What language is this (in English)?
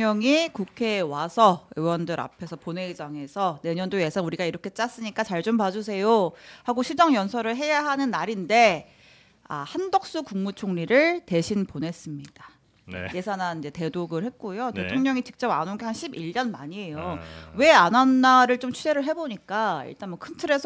Korean